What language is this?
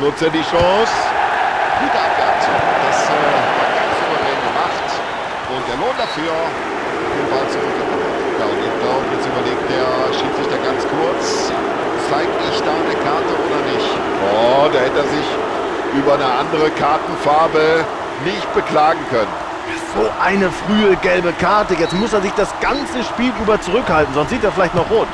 Bavarian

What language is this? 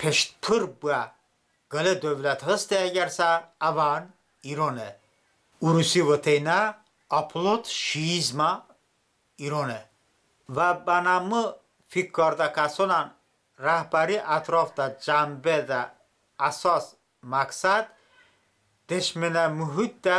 Talysh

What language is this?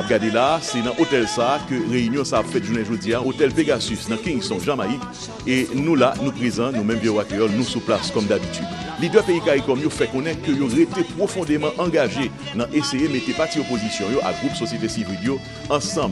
Haitian Creole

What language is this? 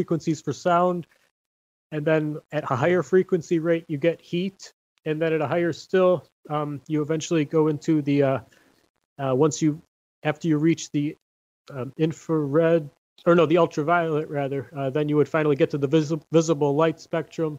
English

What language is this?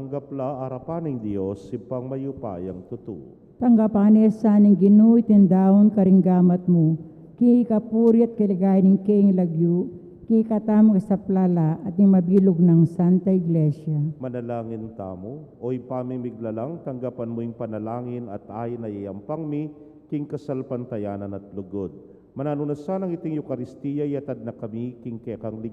Pampanga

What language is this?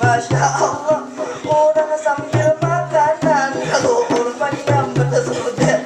Banjar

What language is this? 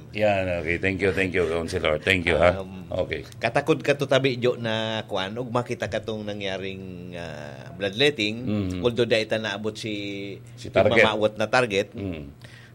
Bikol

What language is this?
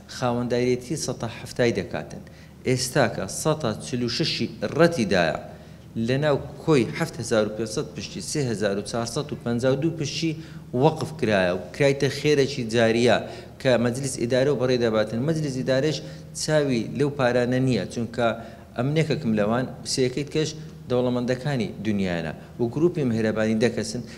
Central Kurdish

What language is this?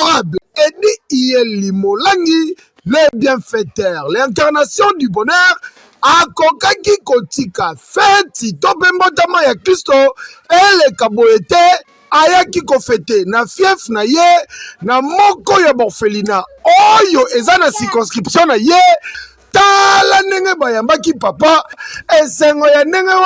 Lingala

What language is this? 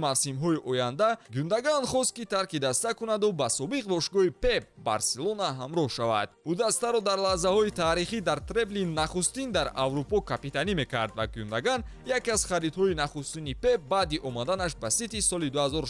Tajik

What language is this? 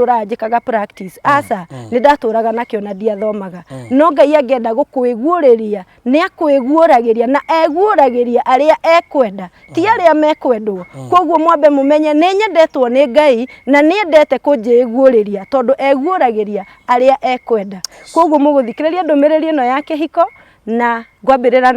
Kikuyu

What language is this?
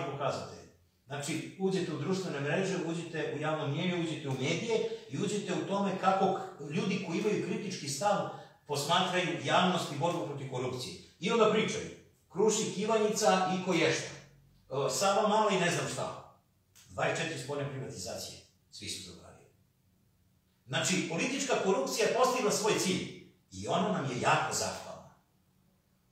Serbian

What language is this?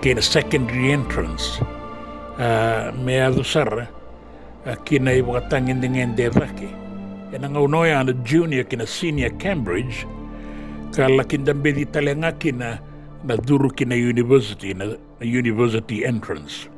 Fijian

